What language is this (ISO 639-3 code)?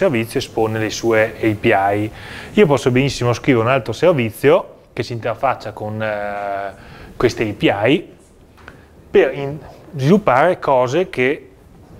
ita